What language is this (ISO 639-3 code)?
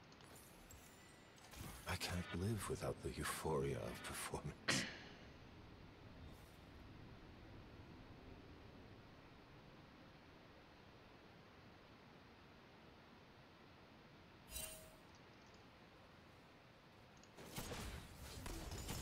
fra